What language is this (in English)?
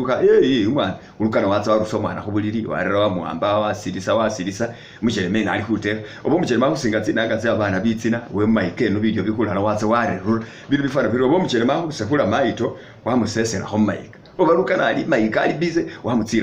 Masaaba